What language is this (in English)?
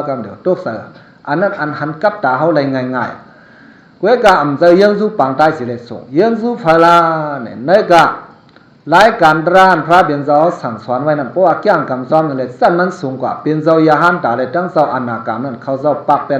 Shan